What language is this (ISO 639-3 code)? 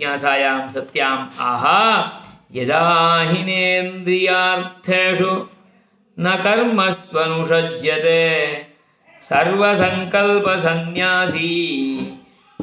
san